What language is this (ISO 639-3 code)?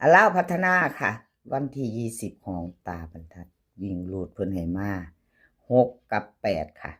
tts